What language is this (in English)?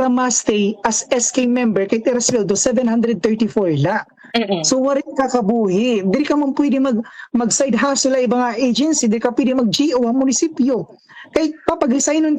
Waray